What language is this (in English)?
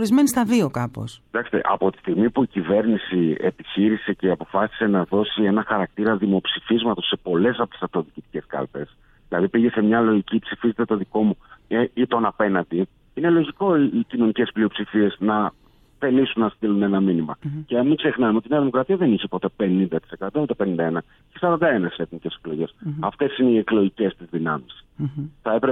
Greek